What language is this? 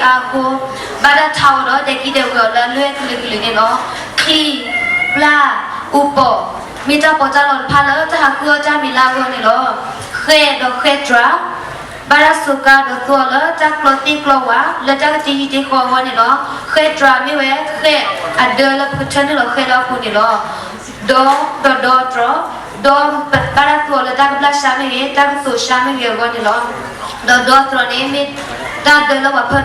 S'gaw Karen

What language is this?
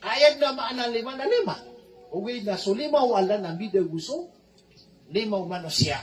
Maranao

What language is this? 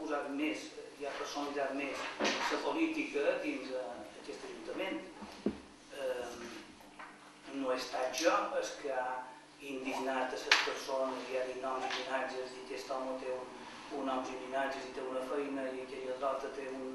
Catalan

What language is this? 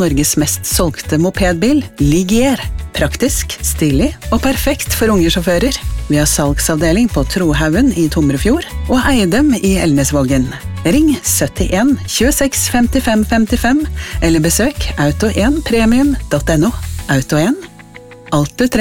Norwegian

